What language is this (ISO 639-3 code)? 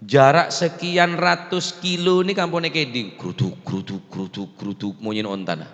mad